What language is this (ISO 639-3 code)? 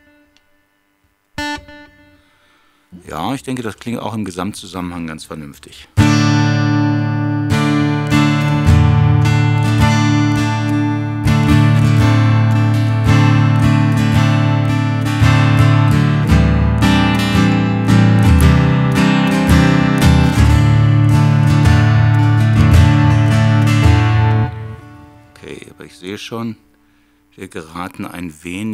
deu